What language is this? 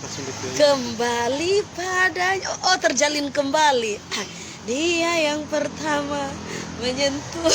Manado Malay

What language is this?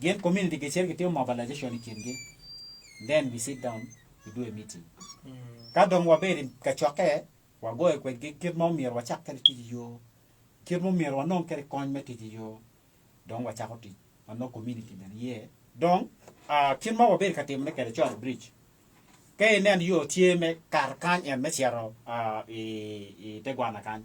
Acoli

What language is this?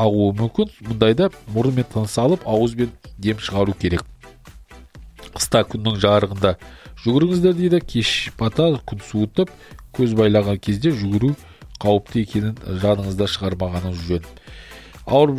Kazakh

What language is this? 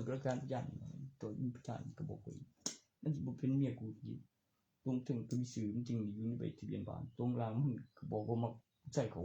Northeastern Thai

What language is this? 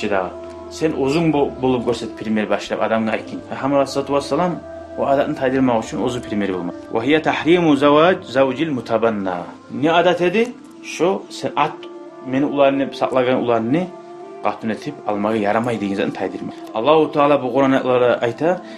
Kumyk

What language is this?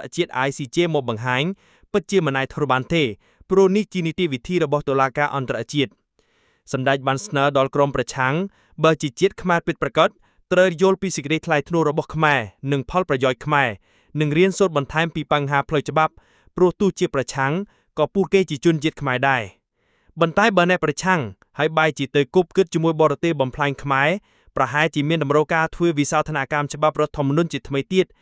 Khmer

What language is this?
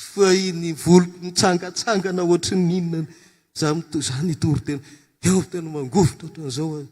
Malagasy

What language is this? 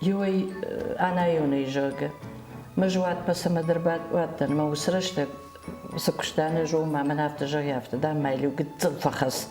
Ossetic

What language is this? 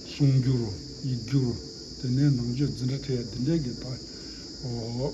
Tibetan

